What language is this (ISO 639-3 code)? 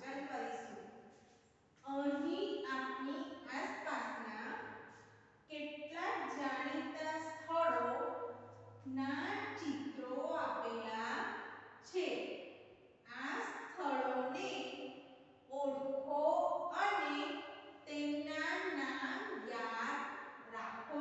guj